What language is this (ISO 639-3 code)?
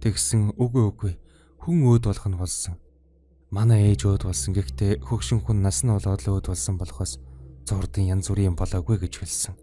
mon